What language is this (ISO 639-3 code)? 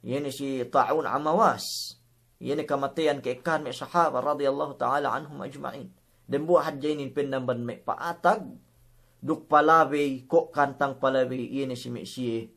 yka